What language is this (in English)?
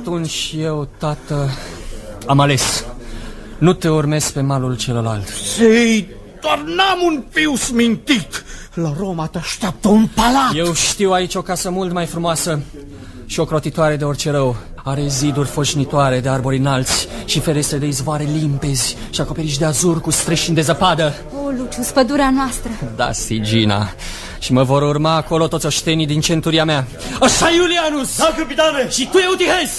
Romanian